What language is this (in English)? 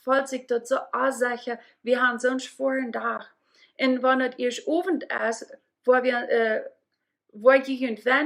Plautdietsch